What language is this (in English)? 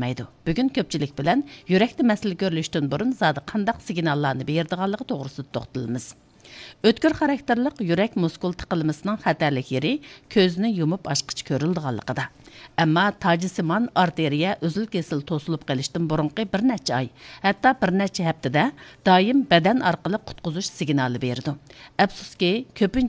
Uyghur